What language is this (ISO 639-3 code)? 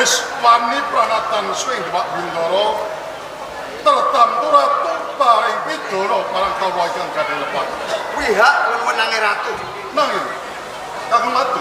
jav